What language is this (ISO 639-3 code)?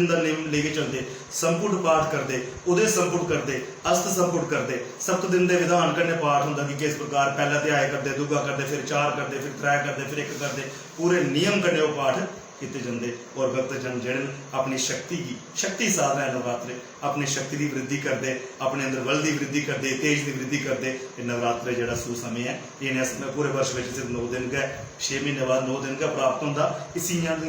doi